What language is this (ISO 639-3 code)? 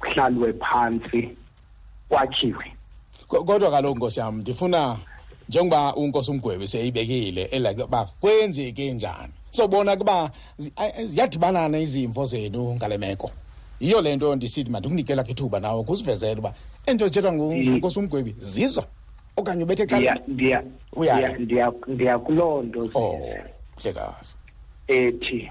xho